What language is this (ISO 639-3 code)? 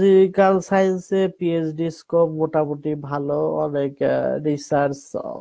ben